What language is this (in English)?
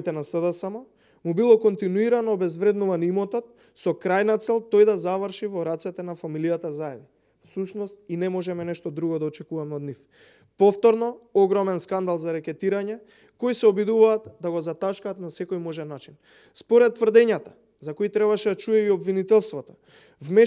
Macedonian